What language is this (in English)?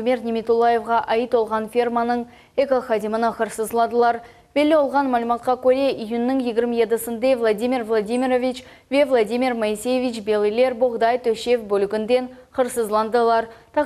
Crimean Tatar